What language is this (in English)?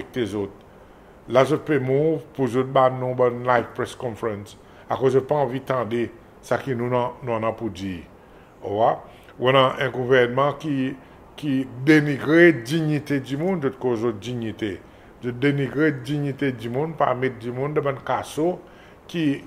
Seselwa Creole French